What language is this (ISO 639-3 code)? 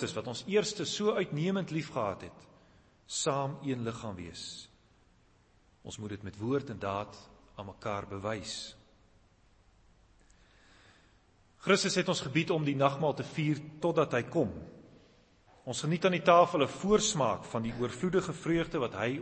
afr